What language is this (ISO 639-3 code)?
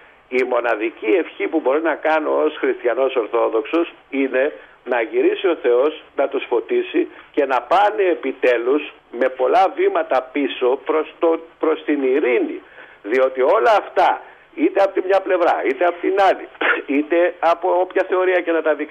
ell